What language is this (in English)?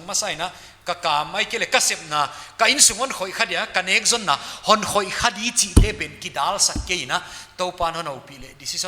Paite Chin